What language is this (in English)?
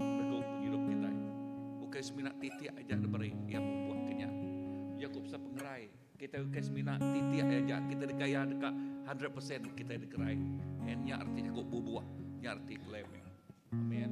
Iban